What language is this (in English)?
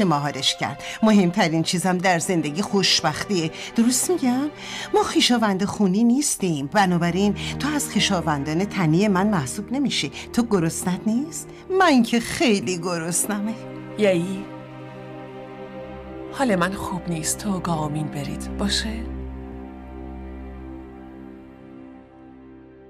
Persian